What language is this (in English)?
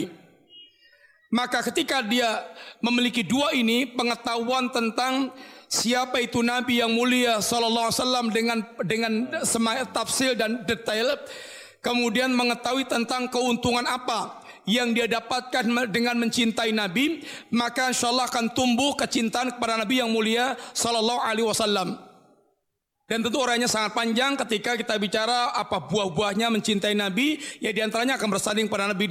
Indonesian